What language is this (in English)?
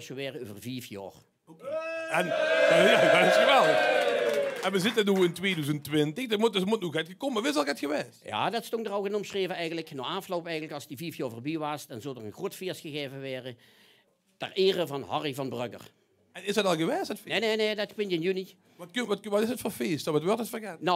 Limburgish